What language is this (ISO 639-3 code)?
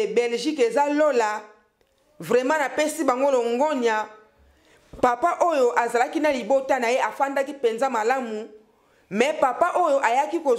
lin